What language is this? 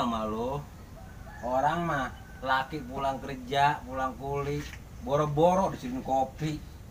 Betawi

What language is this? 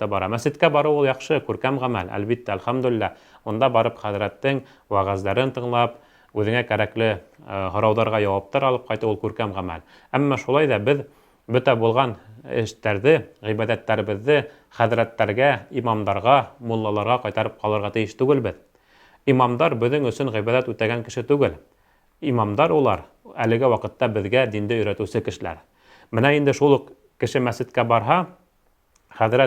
Bashkir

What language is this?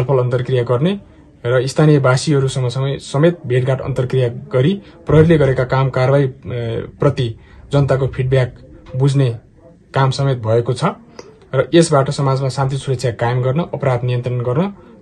Nepali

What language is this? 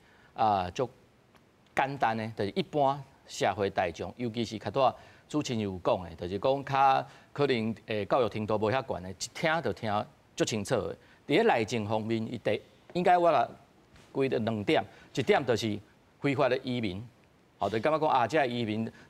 Min Nan Chinese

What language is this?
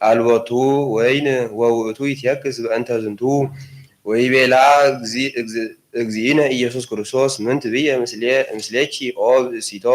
Geez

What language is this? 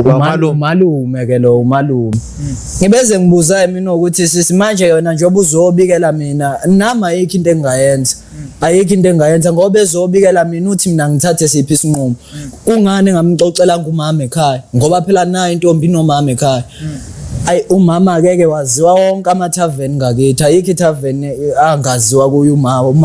Zulu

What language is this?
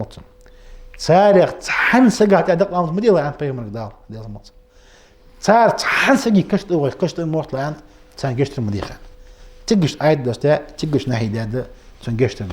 Ingush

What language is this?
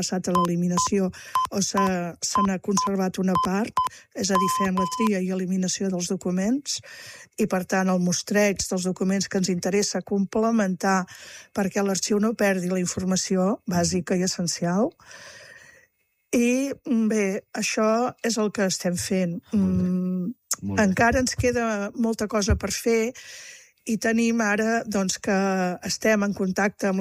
Catalan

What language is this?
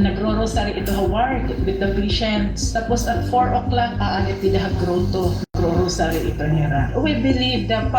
Waray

